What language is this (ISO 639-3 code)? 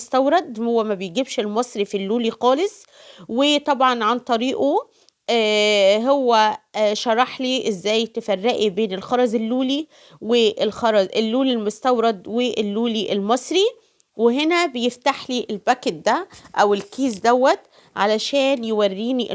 arz